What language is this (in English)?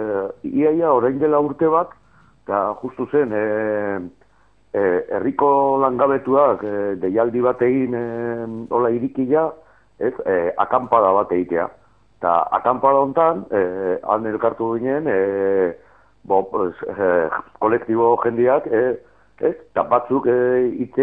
Basque